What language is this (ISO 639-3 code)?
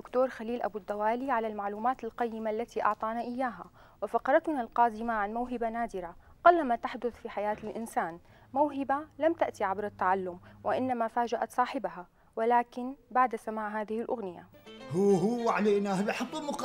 apc